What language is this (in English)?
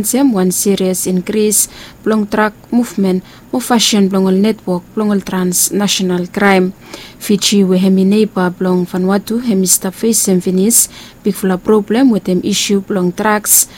Bislama